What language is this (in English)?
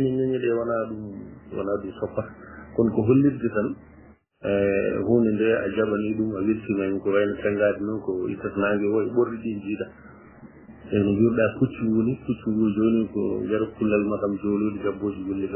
Fula